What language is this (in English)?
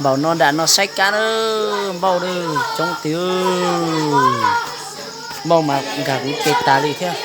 Hmong